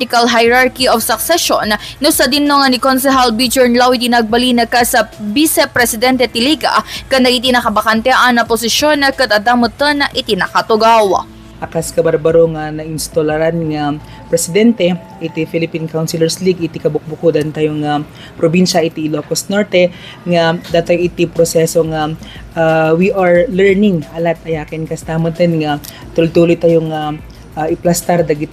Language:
Iloko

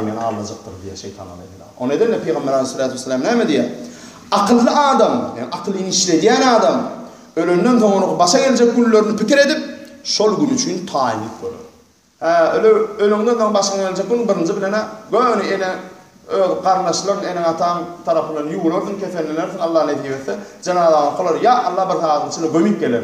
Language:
Turkmen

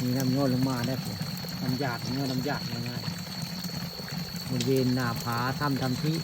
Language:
Northeastern Thai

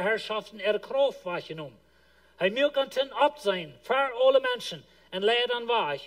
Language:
Plautdietsch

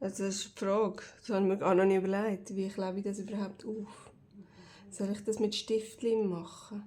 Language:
Swiss German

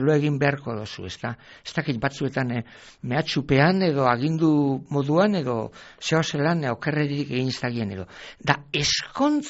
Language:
Basque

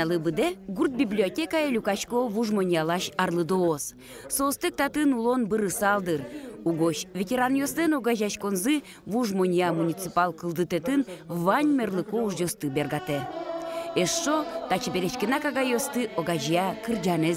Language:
Udmurt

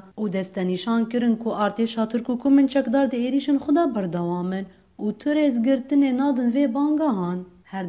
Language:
Kurdish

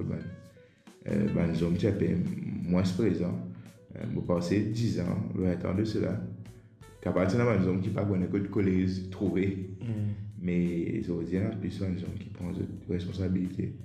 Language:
Morisyen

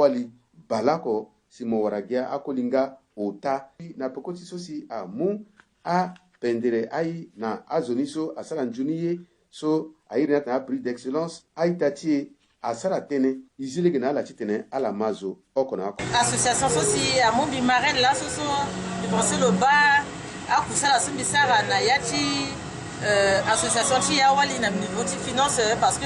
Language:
Sango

